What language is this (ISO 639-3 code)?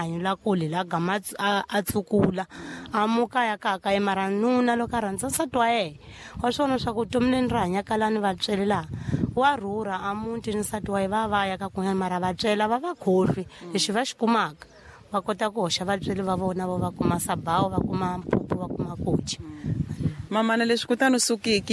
tso